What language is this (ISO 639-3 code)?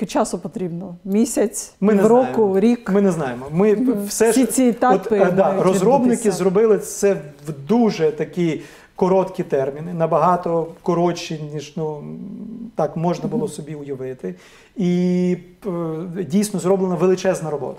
ukr